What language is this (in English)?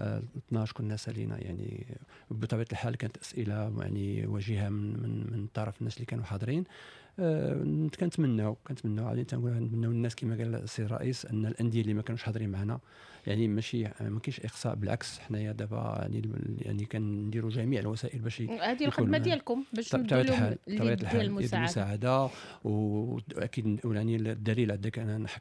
Moroccan Arabic